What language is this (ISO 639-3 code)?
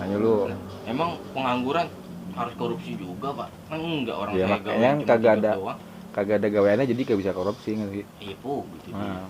bew